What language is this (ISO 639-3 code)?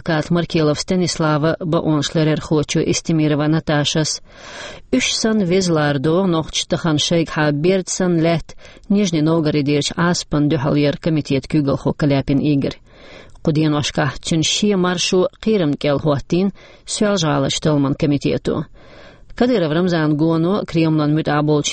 che